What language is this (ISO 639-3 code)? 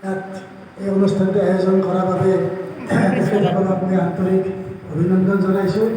asm